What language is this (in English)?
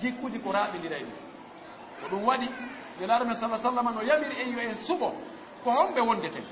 Fula